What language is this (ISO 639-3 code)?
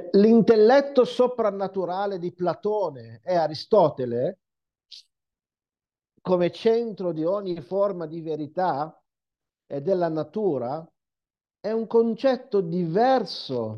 ita